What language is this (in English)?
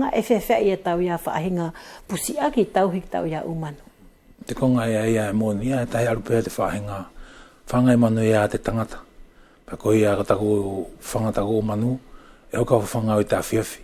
Wallisian